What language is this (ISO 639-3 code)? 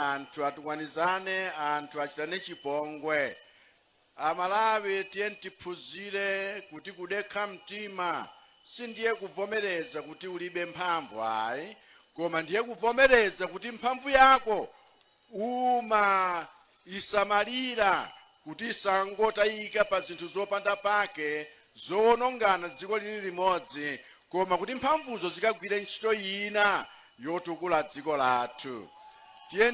nya